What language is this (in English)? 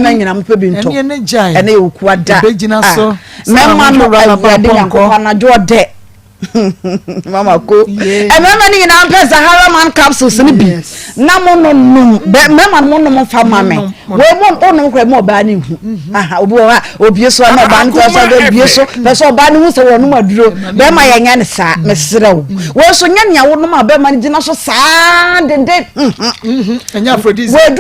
Akan